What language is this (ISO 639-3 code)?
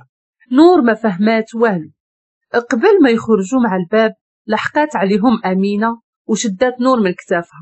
ary